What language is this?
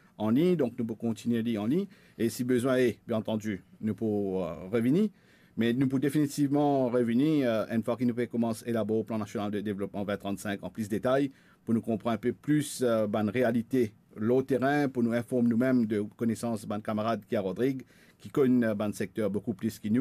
Morisyen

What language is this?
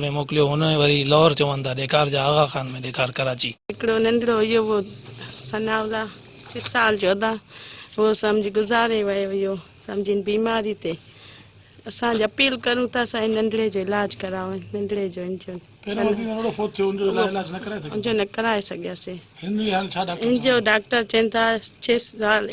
Sindhi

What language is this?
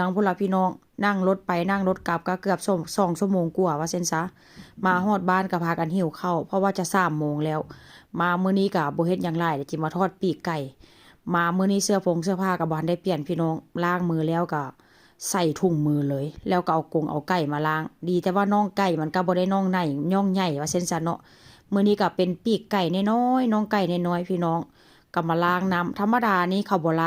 Northeastern Thai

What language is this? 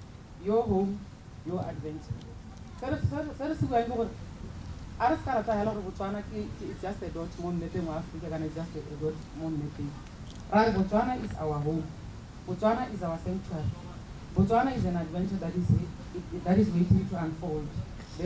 Tswana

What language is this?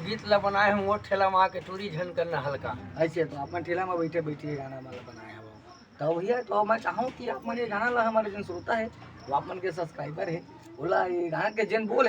Chhattisgarhi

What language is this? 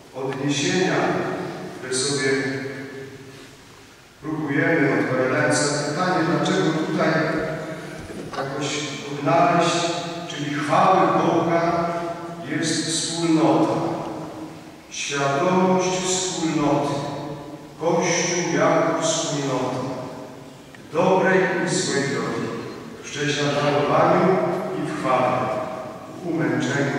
Polish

